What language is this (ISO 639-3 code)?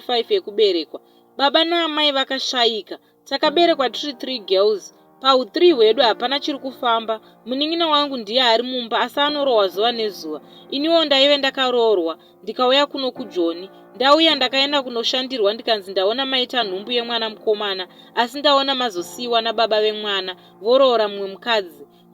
sna